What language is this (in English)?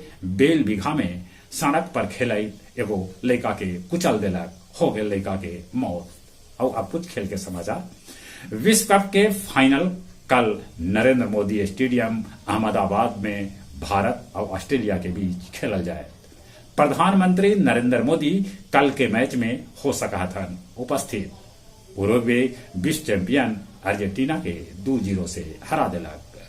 Magahi